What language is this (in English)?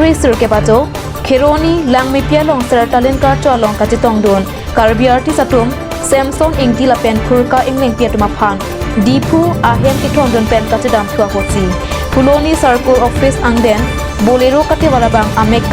Karbi